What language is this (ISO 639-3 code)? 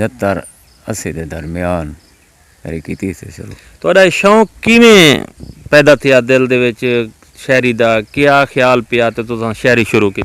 skr